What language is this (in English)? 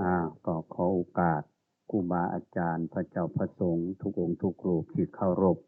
Northeastern Thai